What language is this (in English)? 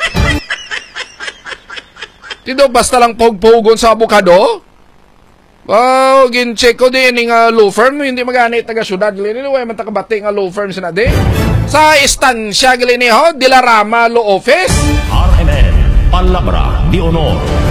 Hiligaynon